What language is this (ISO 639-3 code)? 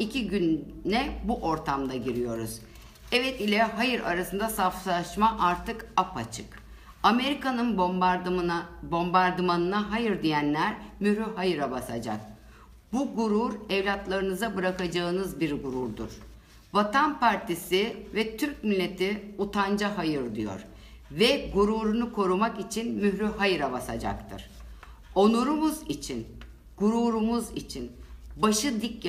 tur